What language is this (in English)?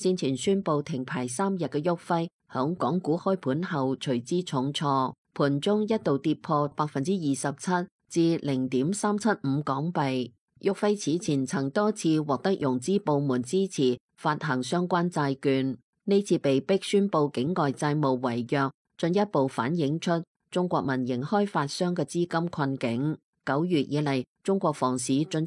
Cantonese